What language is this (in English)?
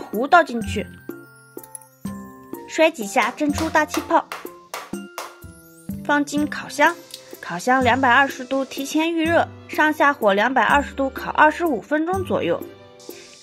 Chinese